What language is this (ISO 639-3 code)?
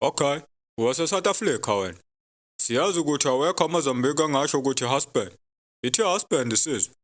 zul